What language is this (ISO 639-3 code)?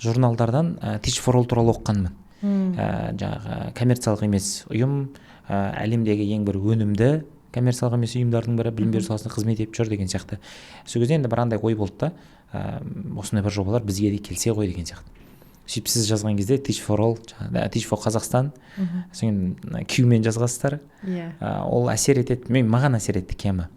kaz